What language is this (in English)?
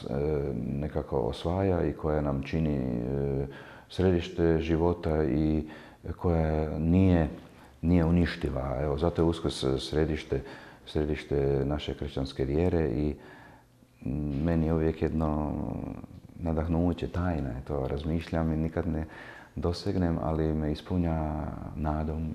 Croatian